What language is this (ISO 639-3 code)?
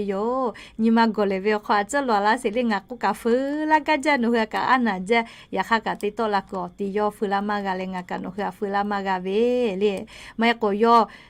lhu